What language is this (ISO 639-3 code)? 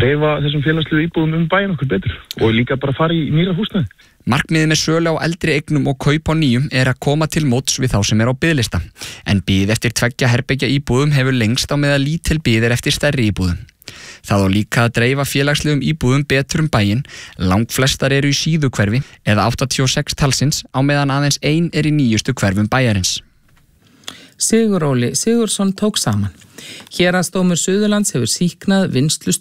isl